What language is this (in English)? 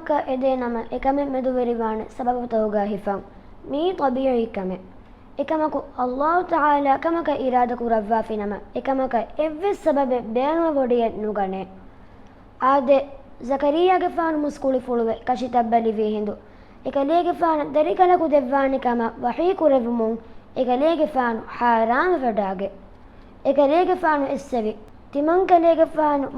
Divehi